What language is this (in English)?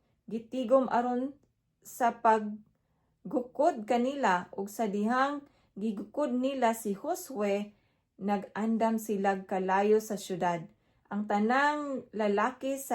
Cebuano